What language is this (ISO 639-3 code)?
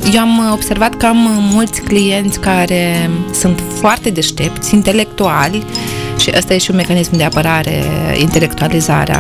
ron